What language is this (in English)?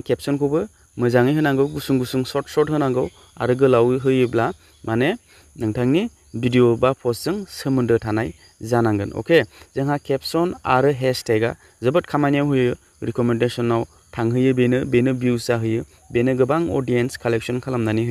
Bodo